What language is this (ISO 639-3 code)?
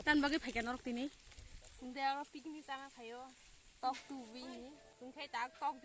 trp